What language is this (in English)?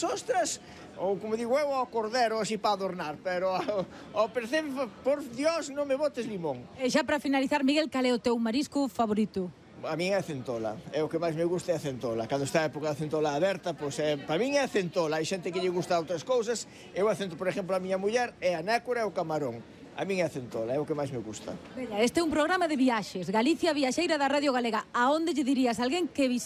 Galician